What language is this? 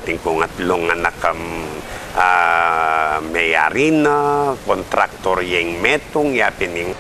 Pampanga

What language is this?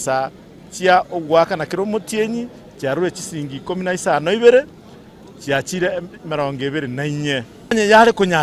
Gusii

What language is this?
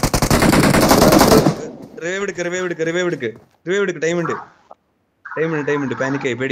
Malayalam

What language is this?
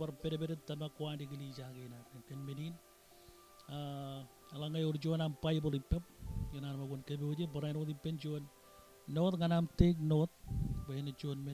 Marshallese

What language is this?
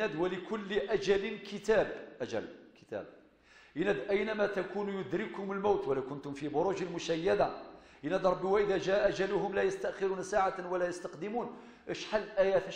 Kabyle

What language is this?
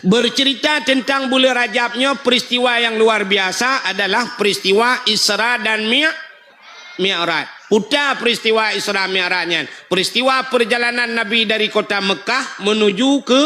Achinese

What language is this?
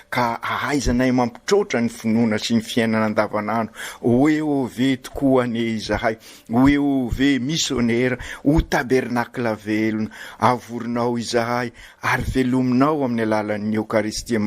Malagasy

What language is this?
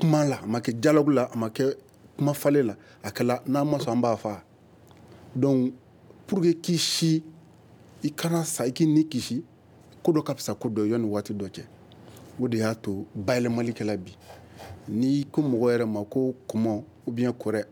Bambara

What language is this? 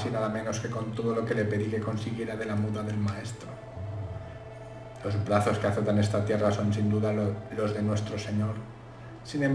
Spanish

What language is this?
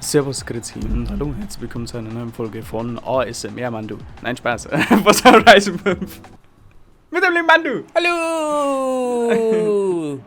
Bavarian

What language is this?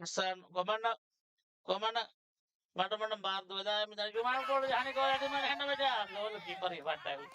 Divehi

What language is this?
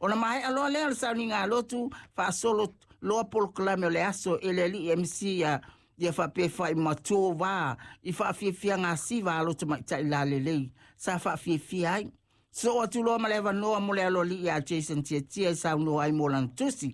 Samoan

